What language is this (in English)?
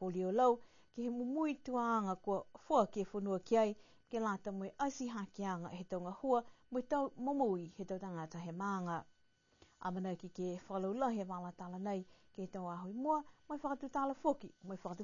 Niuean